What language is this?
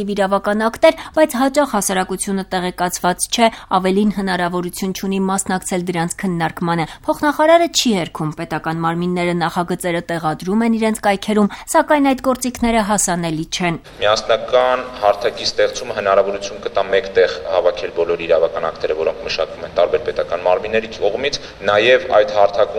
Armenian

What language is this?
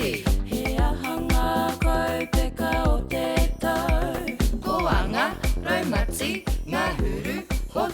Māori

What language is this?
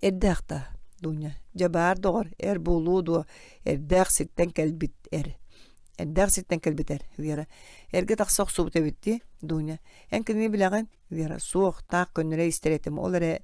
Yakut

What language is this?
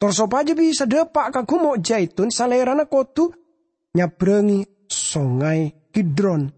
Madurese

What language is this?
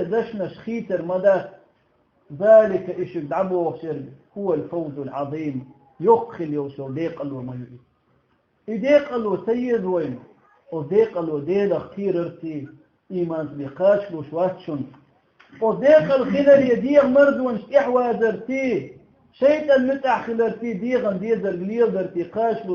Chechen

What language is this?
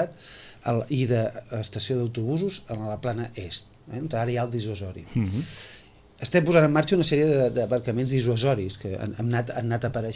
Catalan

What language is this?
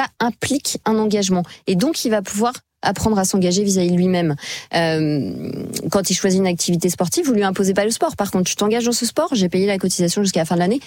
French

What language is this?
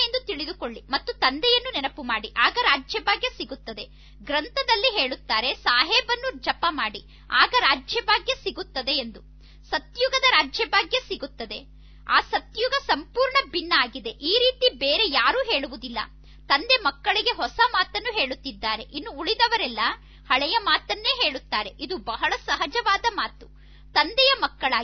Kannada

